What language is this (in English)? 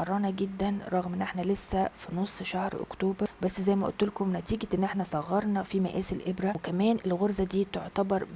Egyptian Arabic